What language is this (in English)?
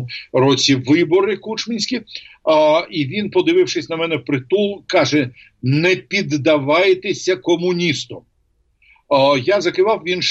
Ukrainian